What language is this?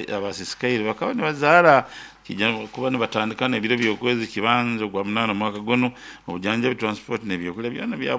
Nyoro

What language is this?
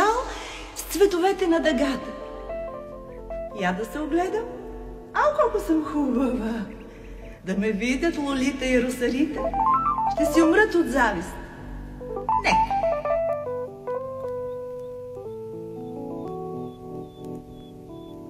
Bulgarian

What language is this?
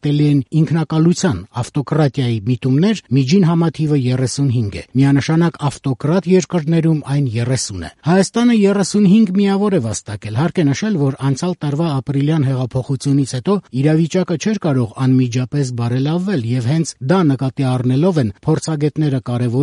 Armenian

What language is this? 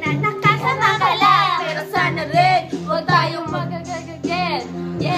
Filipino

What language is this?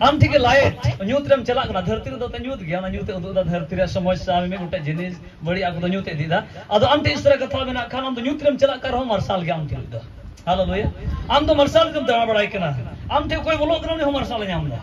Santali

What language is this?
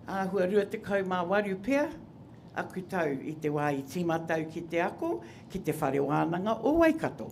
Māori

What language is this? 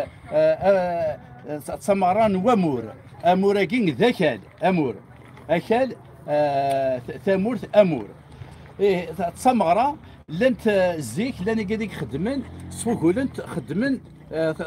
Kabyle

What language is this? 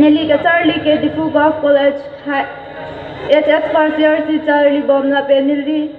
Karbi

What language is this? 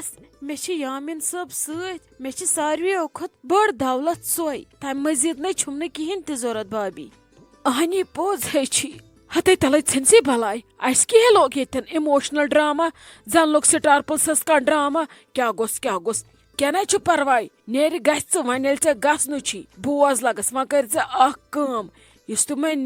Kashmiri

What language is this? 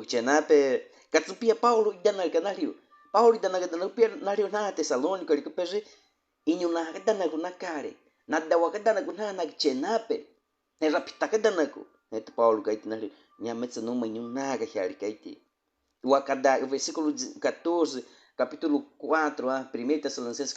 Baniwa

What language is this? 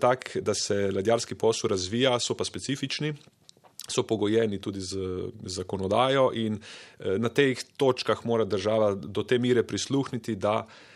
Slovenian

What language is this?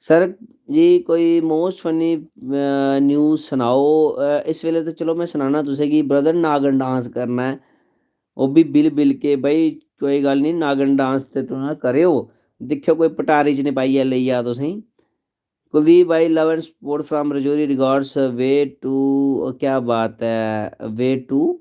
Dogri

